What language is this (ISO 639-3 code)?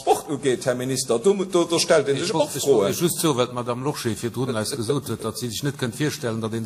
ltz